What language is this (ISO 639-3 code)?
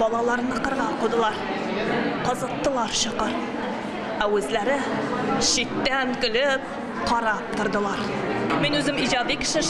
tat